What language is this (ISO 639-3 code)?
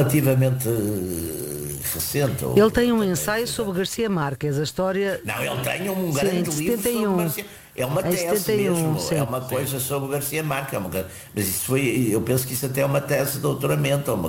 por